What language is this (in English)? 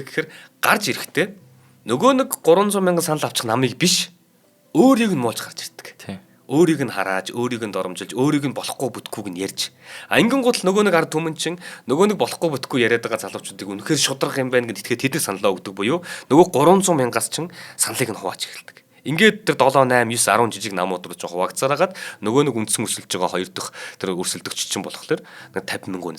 Mongolian